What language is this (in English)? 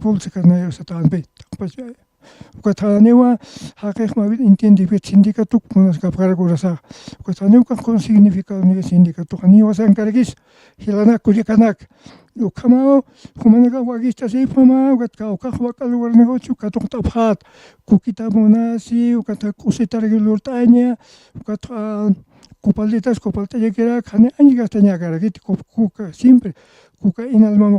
Aymara